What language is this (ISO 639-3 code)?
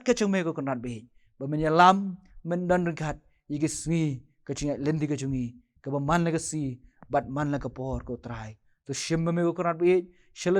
kha